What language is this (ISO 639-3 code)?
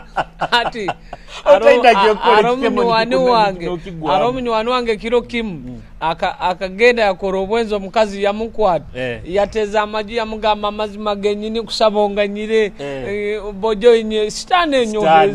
nyo